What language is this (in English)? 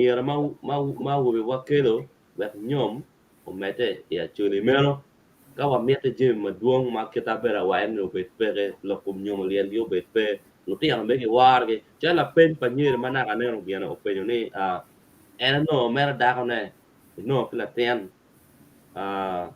Acoli